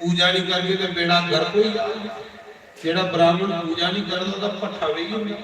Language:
Dogri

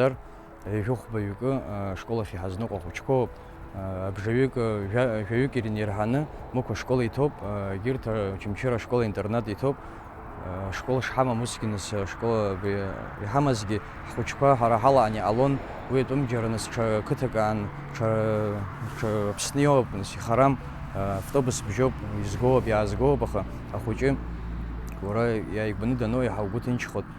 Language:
Abkhazian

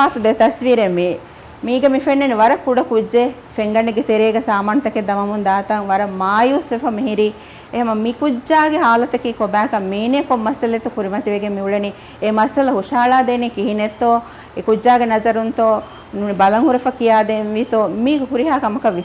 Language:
Divehi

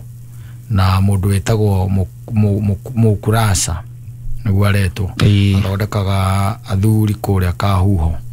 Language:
Kikuyu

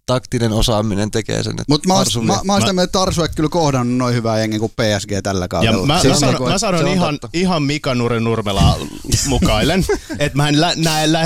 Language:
Finnish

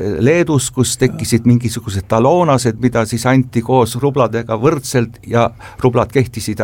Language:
Estonian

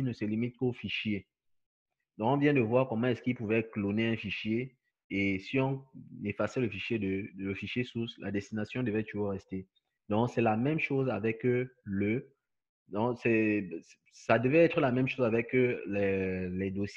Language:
French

